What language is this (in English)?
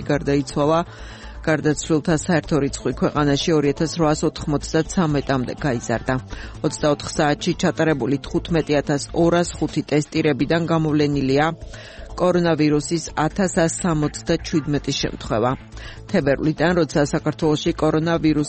Georgian